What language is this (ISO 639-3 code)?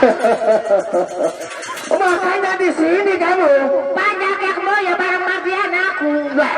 sas